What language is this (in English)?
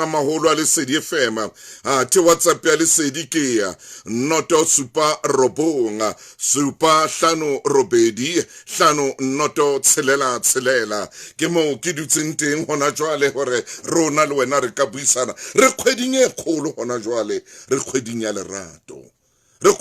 Southern Sotho